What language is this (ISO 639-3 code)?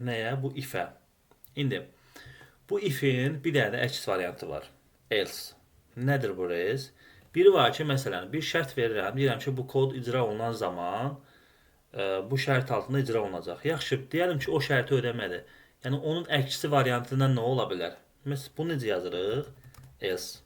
aze